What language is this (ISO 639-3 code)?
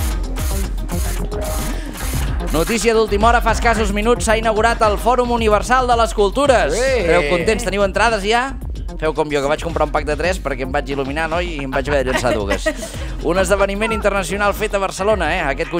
cat